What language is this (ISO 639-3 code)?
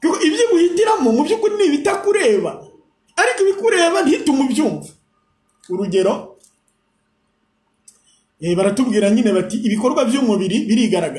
kin